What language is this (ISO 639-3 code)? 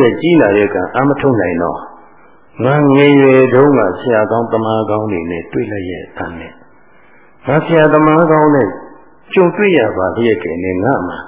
mya